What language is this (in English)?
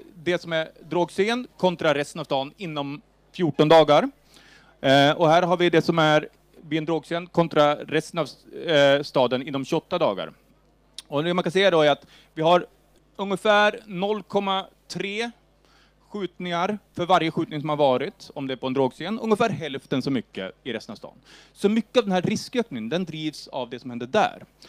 Swedish